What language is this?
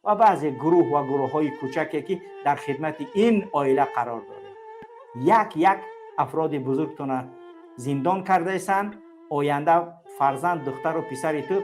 Tajik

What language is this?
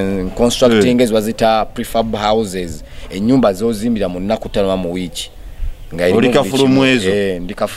Ganda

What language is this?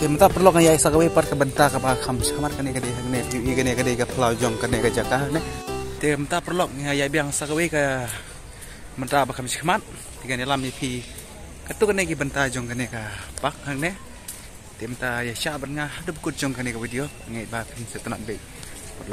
Khasi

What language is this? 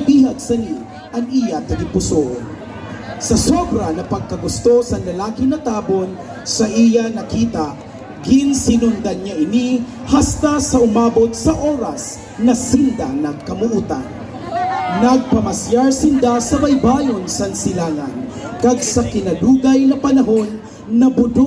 Masbatenyo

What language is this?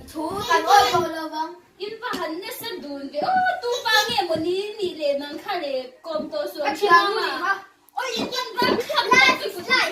Mizo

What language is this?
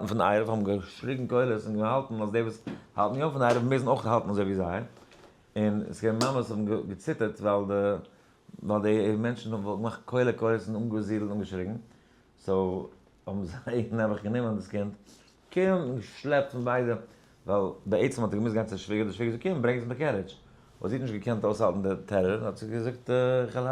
Yiddish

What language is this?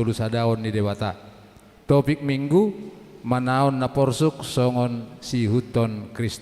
Batak Toba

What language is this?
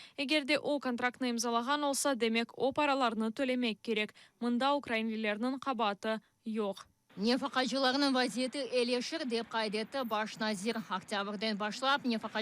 Crimean Tatar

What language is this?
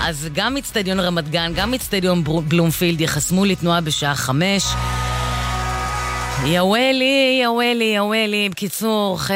Hebrew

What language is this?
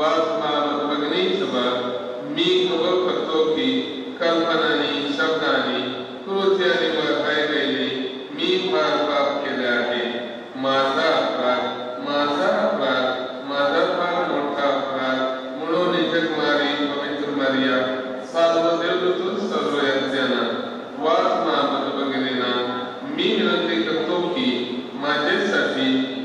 Konkani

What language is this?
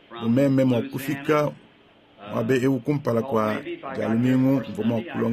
Luba-Lulua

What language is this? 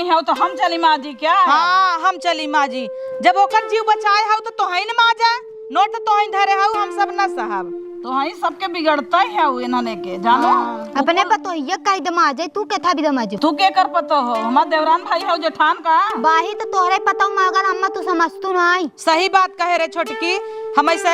Awadhi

